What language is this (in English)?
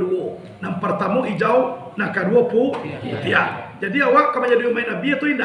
Minangkabau